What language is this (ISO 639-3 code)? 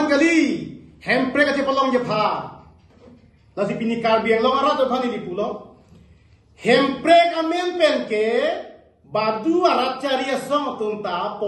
mjw